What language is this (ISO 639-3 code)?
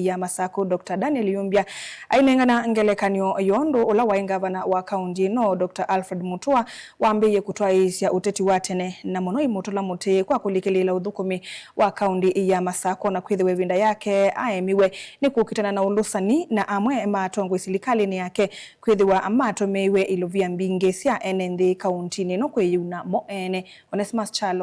kam